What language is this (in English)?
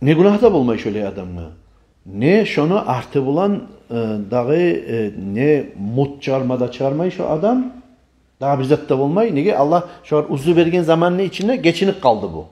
Kumyk